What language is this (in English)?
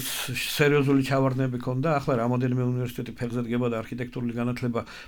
Georgian